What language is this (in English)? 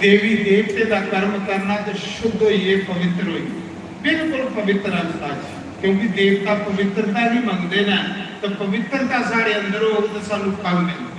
Dogri